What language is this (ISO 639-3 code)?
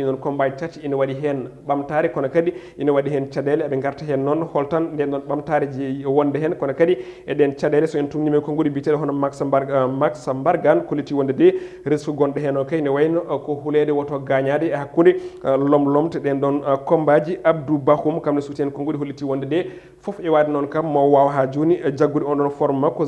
ful